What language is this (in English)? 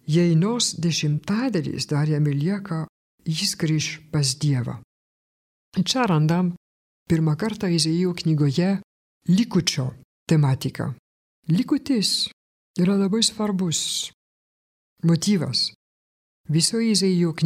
Lithuanian